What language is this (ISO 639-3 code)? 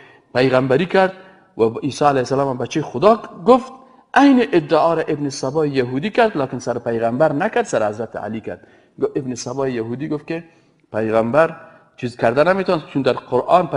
fas